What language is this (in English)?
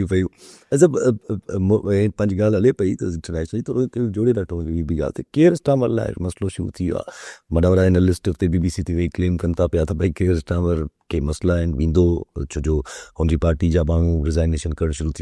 Sindhi